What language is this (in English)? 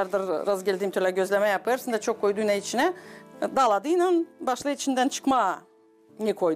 Gagauz